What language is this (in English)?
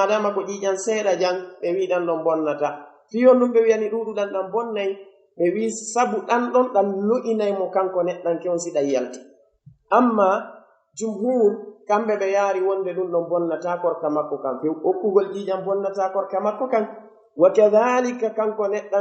Pular